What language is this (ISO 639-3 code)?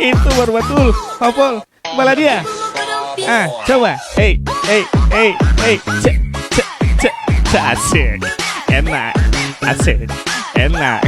abs